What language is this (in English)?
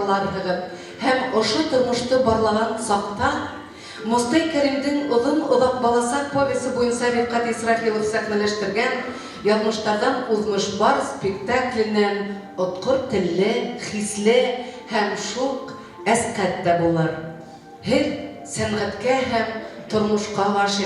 Bashkir